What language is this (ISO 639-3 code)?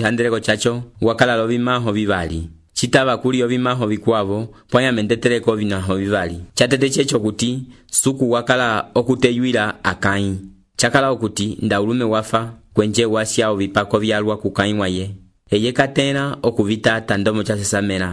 umb